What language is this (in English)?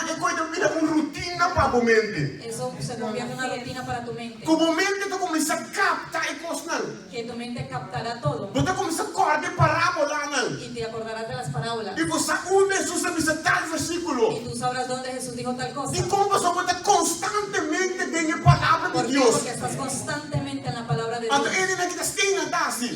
Papiamento